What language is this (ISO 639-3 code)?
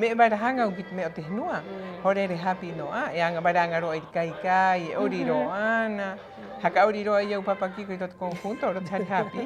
rap